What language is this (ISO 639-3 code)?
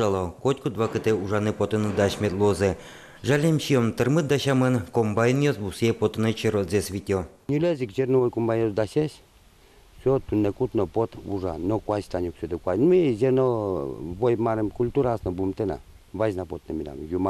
udm